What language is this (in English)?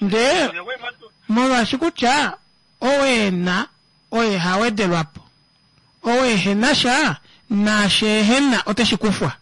Kuanyama